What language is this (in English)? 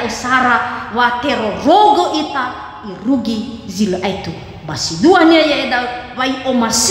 Nias